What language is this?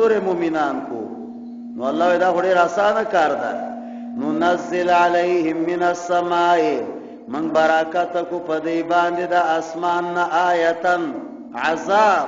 Pashto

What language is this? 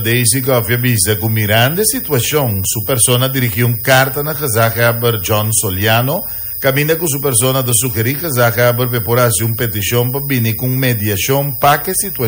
Papiamento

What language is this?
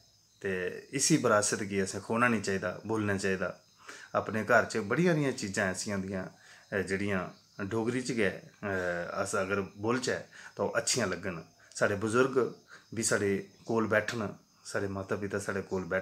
Dogri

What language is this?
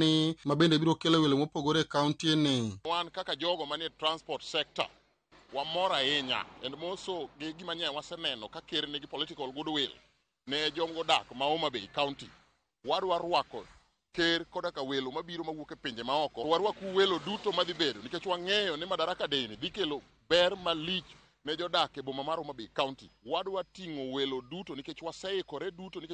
Luo (Kenya and Tanzania)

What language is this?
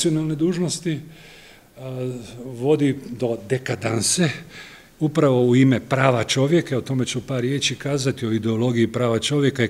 Croatian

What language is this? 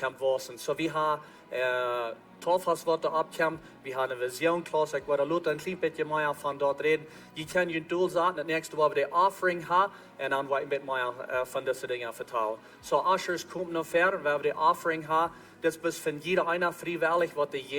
Plautdietsch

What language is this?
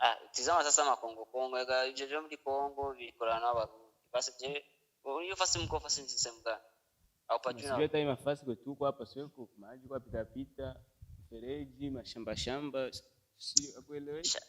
Rundi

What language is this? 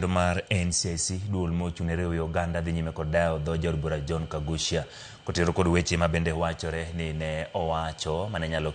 Luo (Kenya and Tanzania)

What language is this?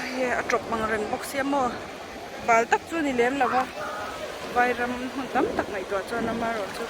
Mizo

